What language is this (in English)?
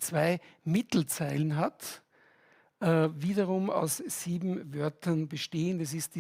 Swiss German